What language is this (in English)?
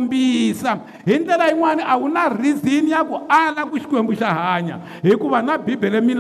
Tsonga